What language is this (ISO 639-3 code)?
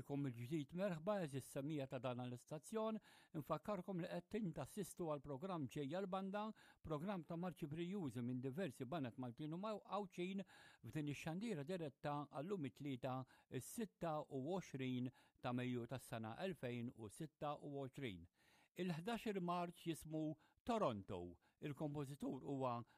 mlt